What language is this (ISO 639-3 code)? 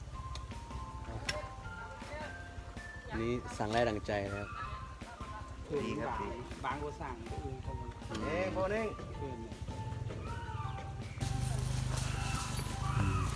tha